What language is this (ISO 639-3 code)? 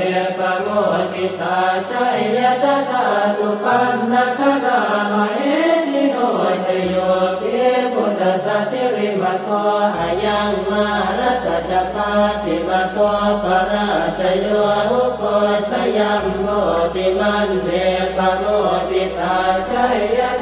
pli